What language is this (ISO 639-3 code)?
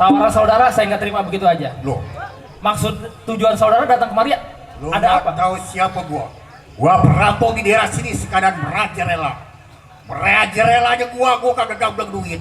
bew